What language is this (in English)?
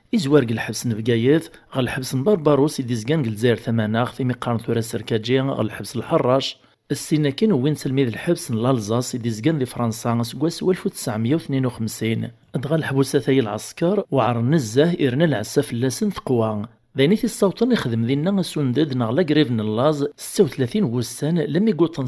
Kabyle